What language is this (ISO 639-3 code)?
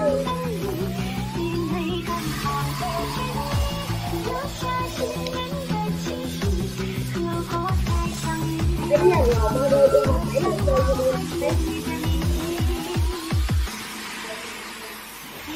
vie